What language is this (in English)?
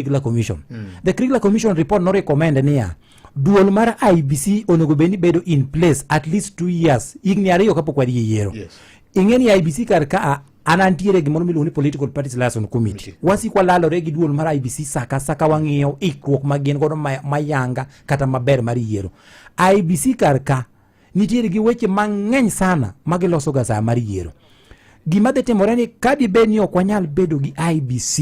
Luo (Kenya and Tanzania)